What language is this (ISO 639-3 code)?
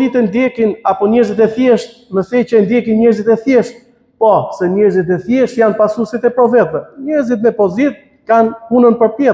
sqi